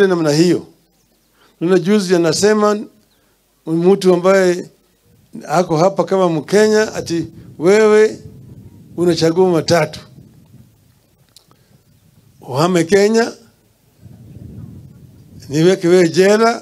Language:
Swahili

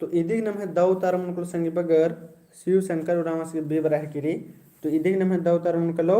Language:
Kurukh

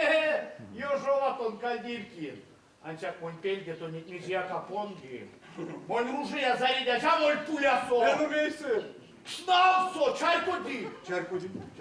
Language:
Erzya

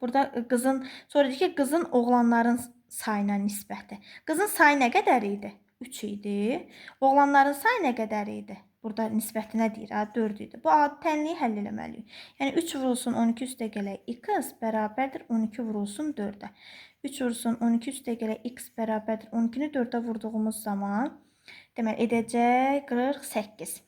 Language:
Azerbaijani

